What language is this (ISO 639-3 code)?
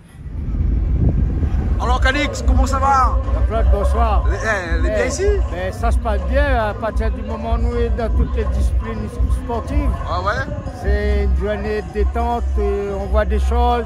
rcf